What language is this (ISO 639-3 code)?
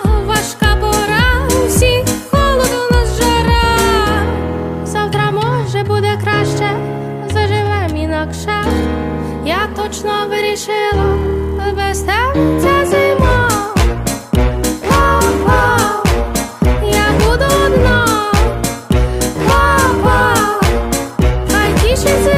ukr